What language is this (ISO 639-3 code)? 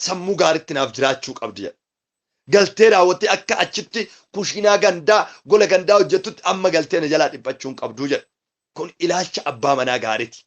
orm